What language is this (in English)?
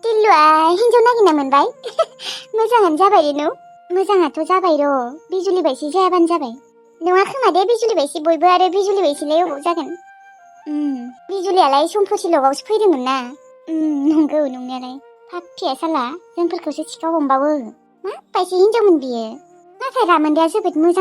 Bodo